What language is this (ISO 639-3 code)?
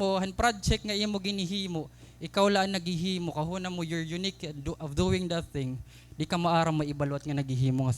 war